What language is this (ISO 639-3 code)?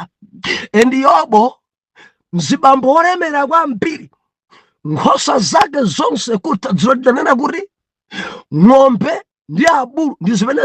nya